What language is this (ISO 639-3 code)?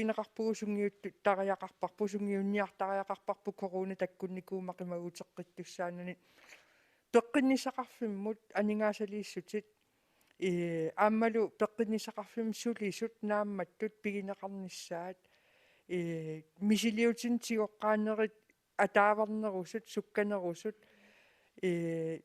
kal